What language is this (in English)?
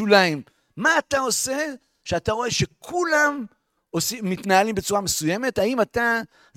Hebrew